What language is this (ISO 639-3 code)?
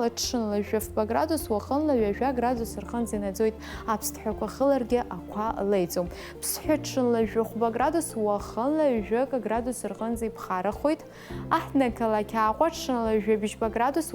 abk